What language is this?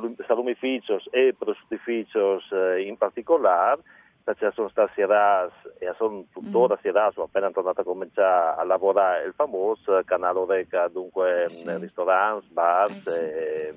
Friulian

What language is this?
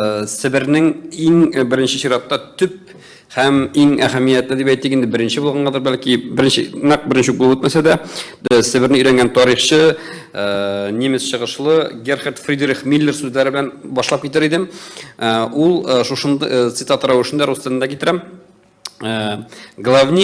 Tatar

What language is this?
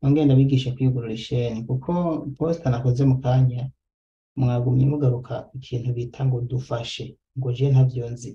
Rundi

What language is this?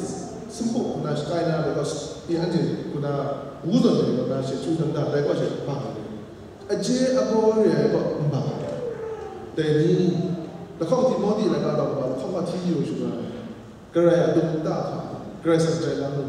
Kachin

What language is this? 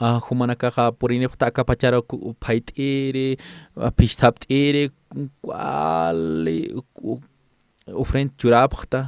Aymara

